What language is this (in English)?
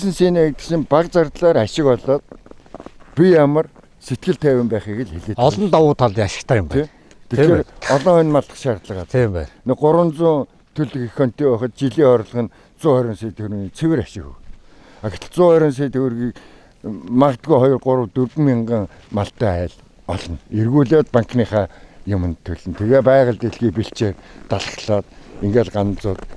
Mongolian